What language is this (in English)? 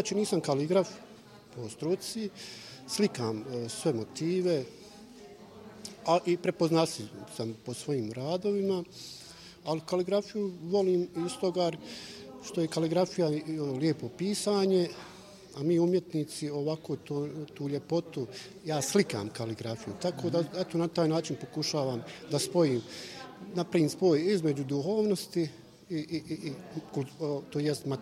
Bosnian